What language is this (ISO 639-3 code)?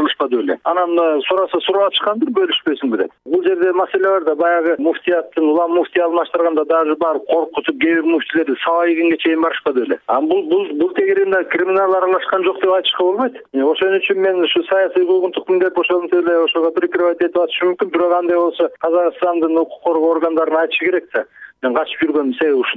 kir